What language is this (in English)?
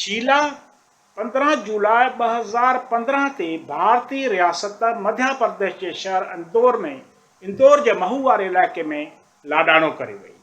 Sindhi